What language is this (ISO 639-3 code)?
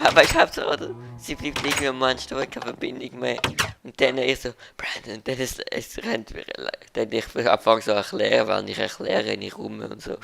gsw